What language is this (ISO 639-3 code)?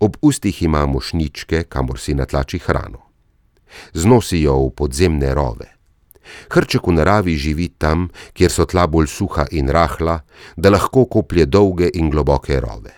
slv